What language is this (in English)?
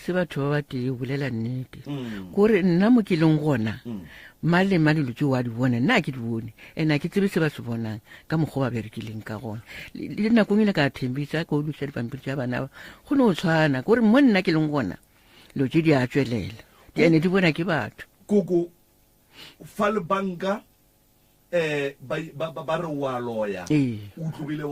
Northern Sotho